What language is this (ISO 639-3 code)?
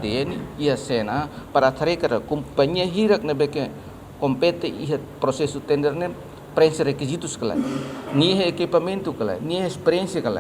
tet